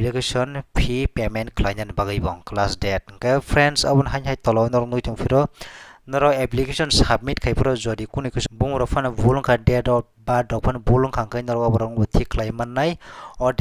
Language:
Kok Borok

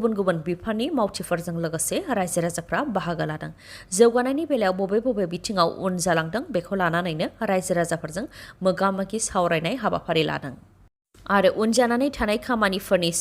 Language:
Bodo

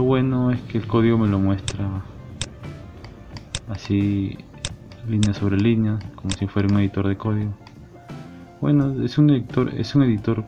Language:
Spanish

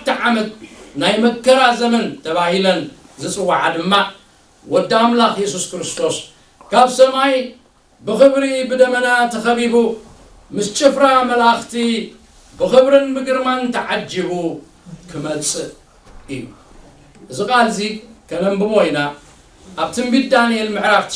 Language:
Tigrinya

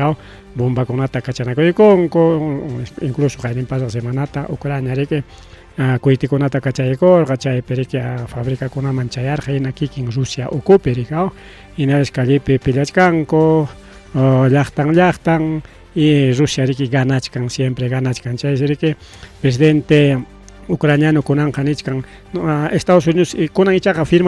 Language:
Ayacucho Quechua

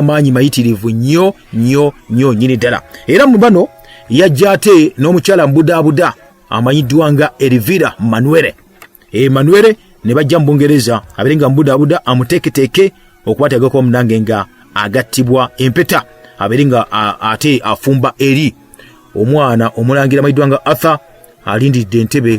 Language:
Ganda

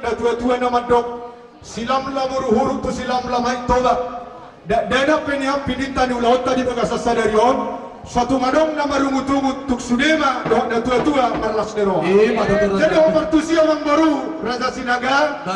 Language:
Batak Toba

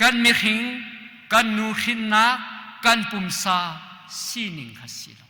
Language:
Hakha Chin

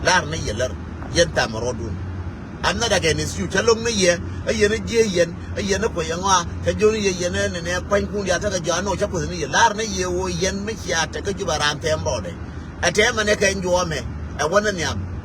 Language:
Nuer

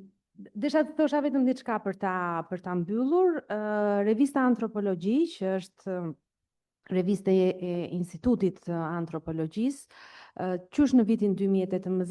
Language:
Albanian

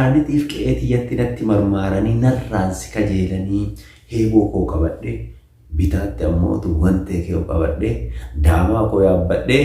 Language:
Oromo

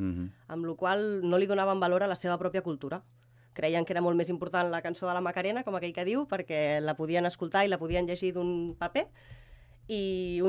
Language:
Catalan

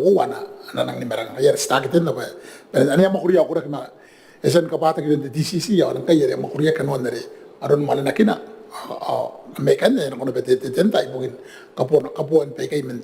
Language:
Gilbertese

